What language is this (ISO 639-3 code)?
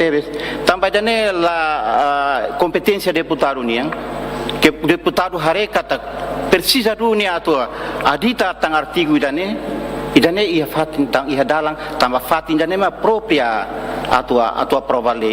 tet